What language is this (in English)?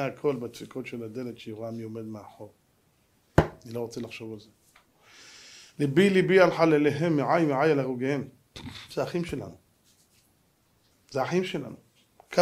Hebrew